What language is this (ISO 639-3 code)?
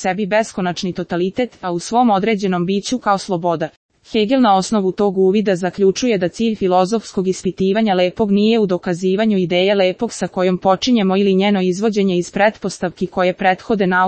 srp